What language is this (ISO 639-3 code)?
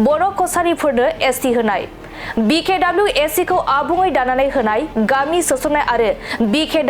brx